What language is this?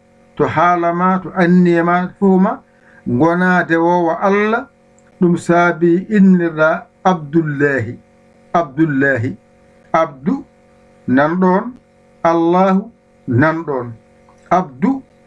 Fula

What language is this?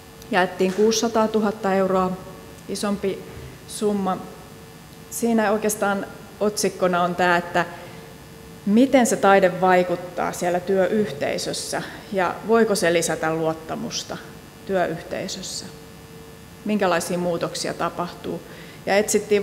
Finnish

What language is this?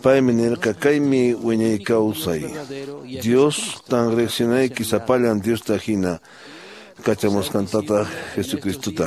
Quechua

